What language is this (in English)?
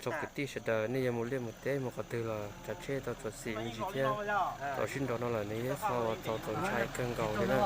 Hmong